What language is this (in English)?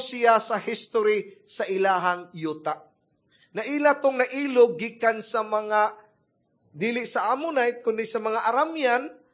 Cebuano